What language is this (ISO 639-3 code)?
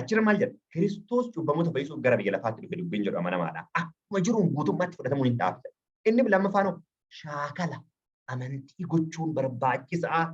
orm